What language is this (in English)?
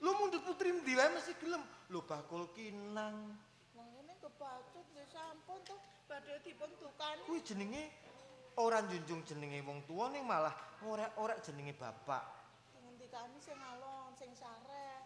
Javanese